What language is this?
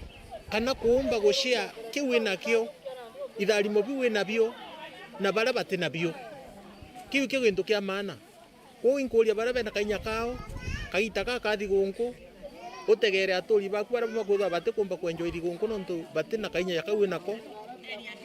Meru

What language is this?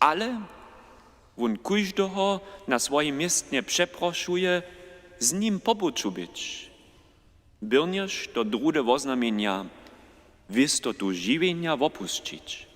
Upper Sorbian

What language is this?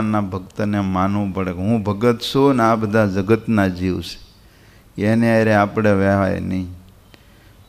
Gujarati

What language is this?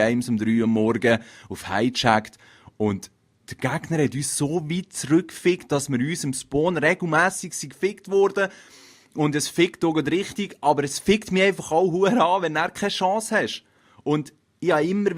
Swiss German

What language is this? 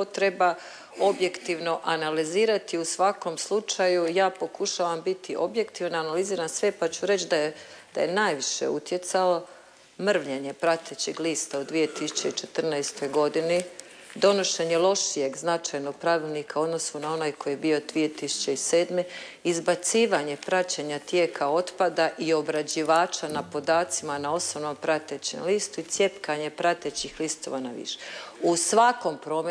Croatian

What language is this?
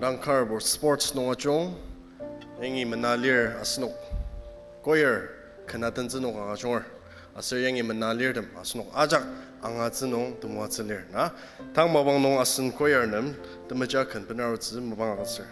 Ao Naga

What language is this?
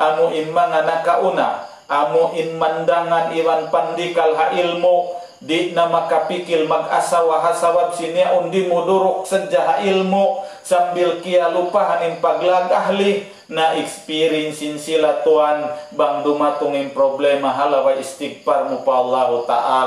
Tausug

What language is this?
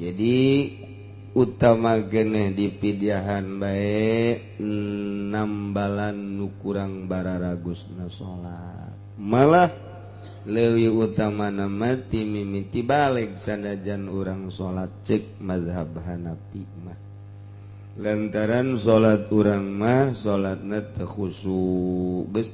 Sundanese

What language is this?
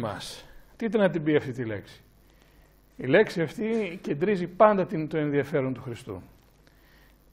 Greek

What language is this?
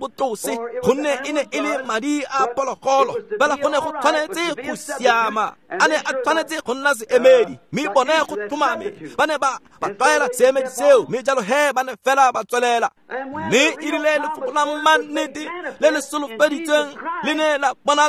Tswana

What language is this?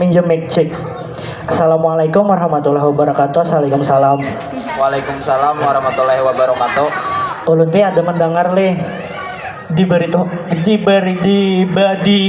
Banjar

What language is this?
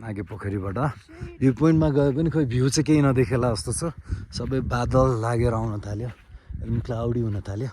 Nepali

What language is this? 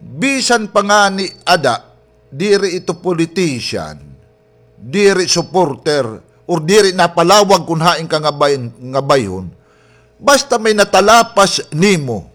Waray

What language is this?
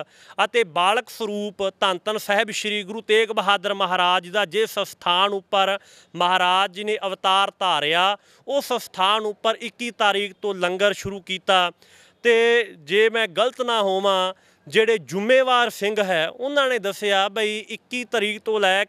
Punjabi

